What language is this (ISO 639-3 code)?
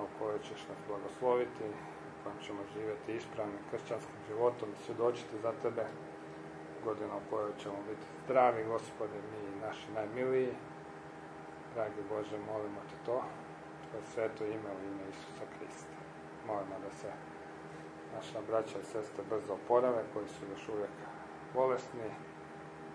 hrv